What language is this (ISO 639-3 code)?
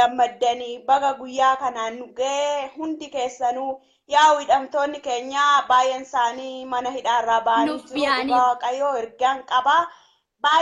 orm